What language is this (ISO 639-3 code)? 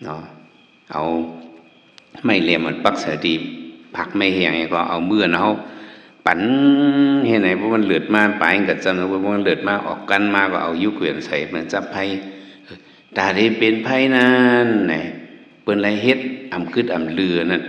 shn